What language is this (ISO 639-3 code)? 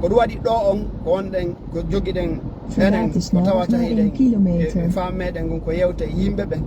ful